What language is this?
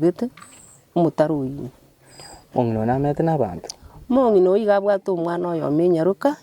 Gusii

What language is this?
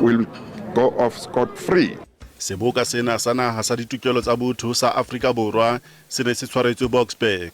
Southern Sotho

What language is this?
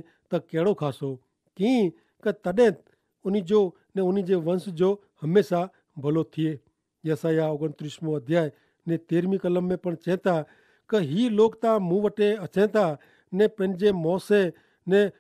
Kachhi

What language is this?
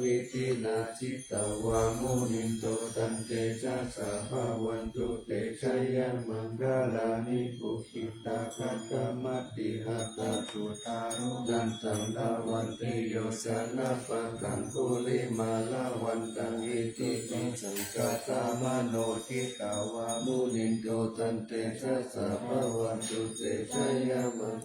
Pali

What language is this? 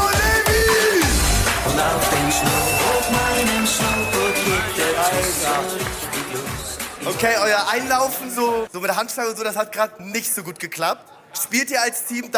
Swiss German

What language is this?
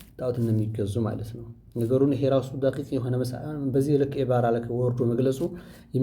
Amharic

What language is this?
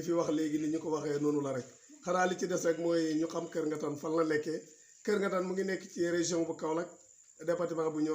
Wolof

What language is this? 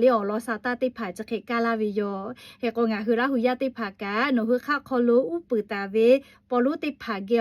Lahu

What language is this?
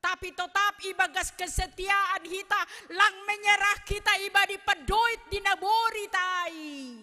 Batak Simalungun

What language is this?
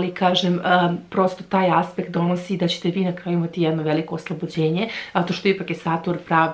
Serbian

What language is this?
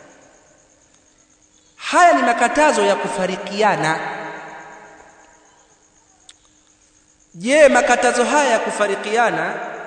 Swahili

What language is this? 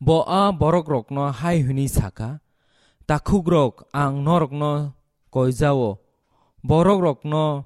Kok Borok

